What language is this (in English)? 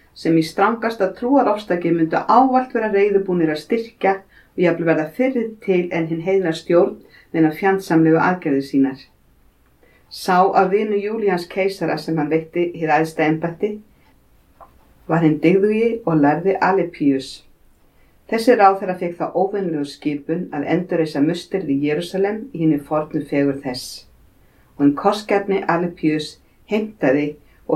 Icelandic